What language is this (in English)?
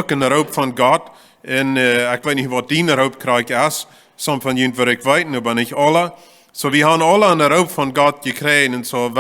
Plautdietsch